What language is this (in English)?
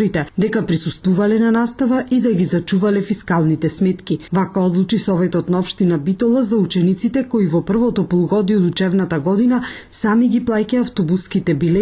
Macedonian